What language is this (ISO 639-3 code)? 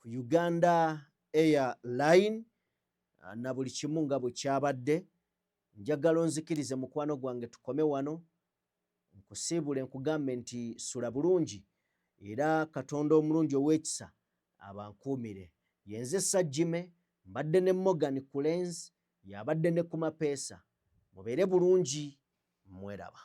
lug